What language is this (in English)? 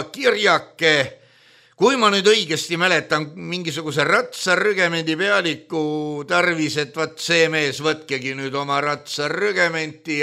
Estonian